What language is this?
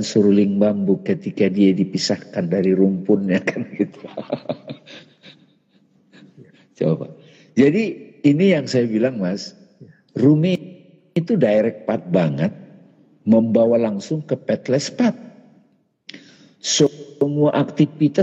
Indonesian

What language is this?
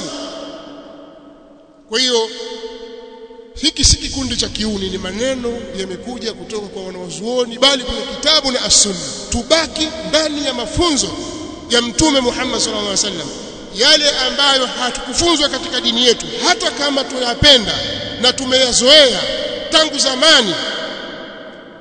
Swahili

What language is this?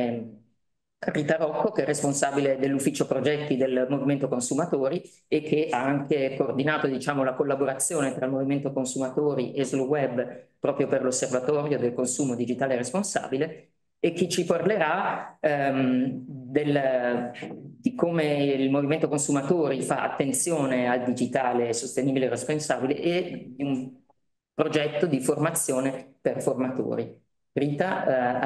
Italian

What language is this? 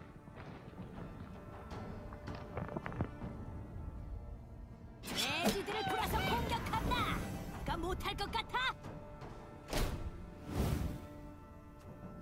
Korean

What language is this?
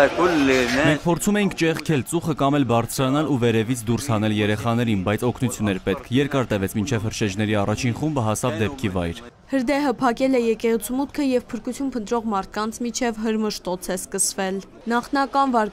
Armenian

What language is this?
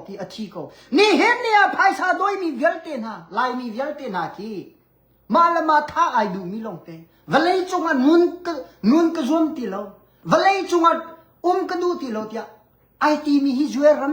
Hakha Chin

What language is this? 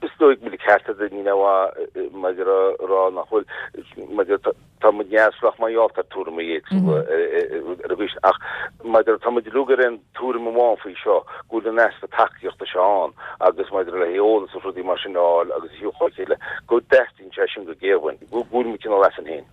Irish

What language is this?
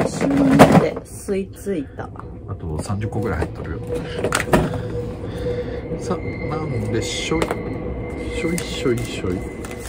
Japanese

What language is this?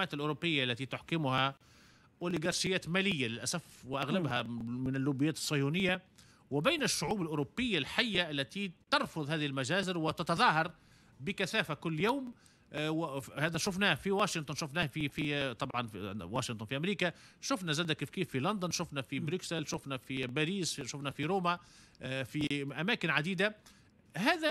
Tunisian Arabic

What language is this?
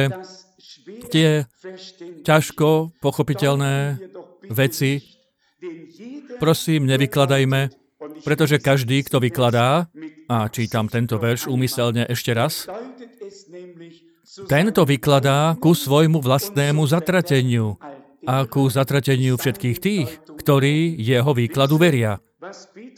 Slovak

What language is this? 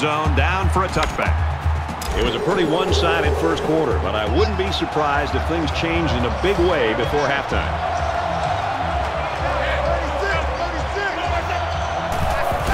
English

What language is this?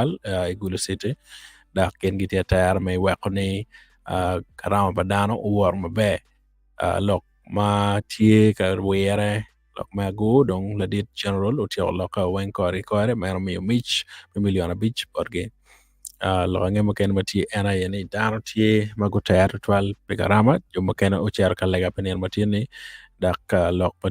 Acoli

